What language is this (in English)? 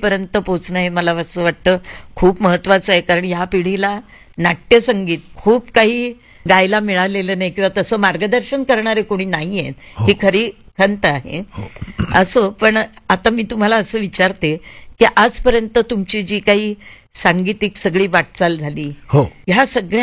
Marathi